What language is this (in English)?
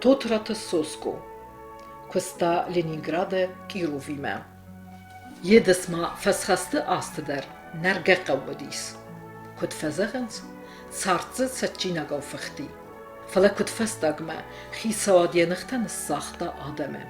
Ossetic